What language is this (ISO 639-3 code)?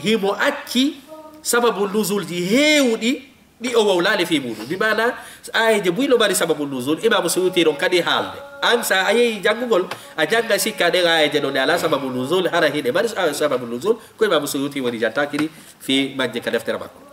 ful